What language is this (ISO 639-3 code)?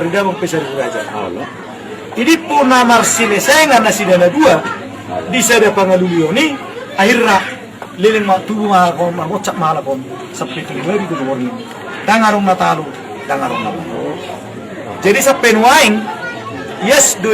bbc